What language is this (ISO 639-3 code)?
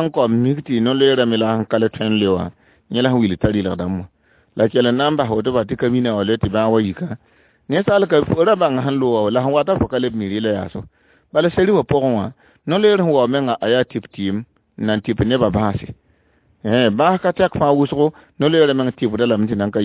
mos